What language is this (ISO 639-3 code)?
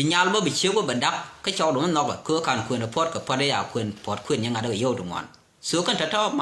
nus